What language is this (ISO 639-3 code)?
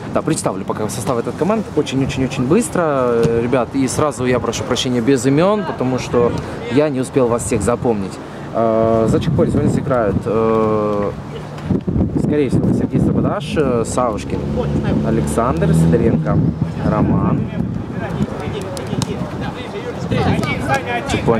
rus